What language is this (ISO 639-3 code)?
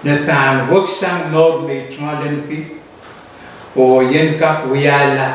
pon